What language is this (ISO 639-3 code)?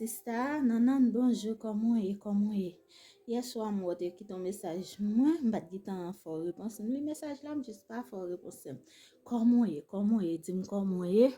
hat